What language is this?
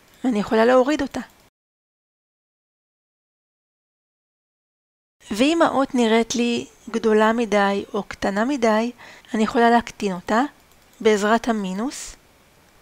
Hebrew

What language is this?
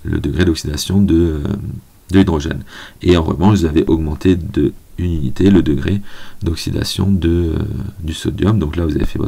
French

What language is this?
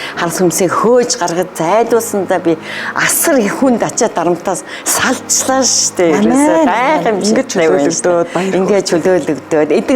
Mongolian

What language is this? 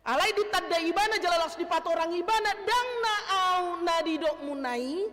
Batak Toba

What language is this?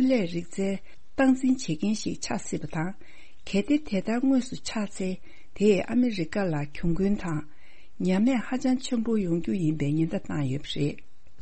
Tibetan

